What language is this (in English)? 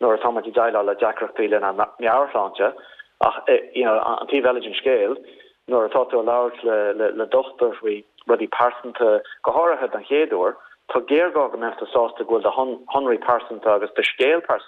Irish